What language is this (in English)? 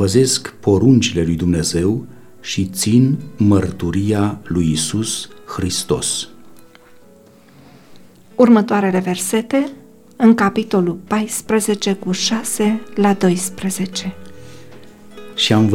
Romanian